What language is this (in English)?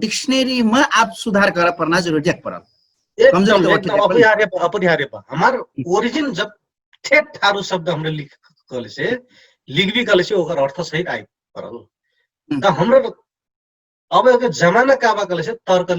Dangaura Tharu